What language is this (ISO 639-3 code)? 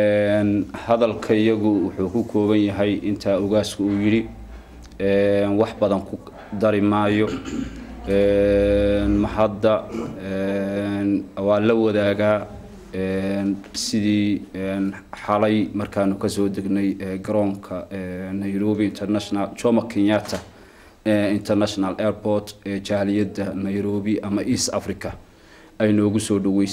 som